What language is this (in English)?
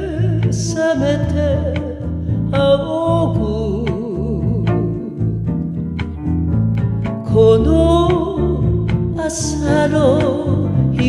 Japanese